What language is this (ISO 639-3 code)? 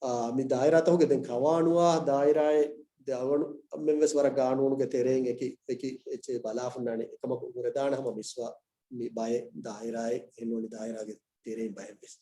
div